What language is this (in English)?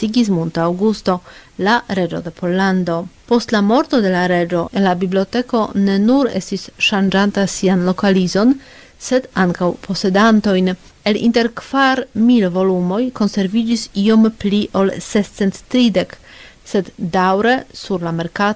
Esperanto